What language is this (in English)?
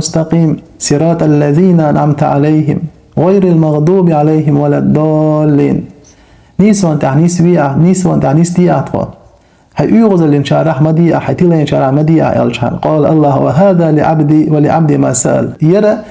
Chechen